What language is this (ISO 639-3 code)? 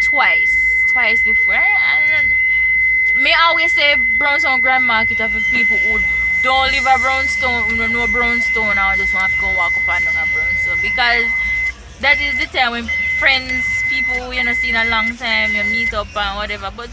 jam